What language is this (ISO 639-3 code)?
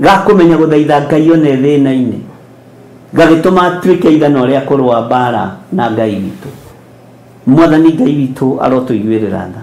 kik